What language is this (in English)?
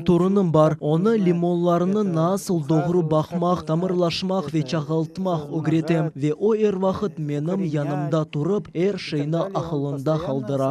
Crimean Tatar